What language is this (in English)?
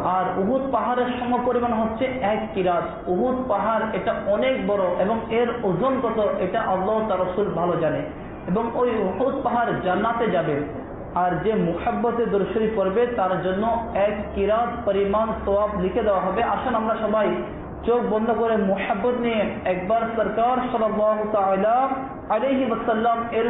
Bangla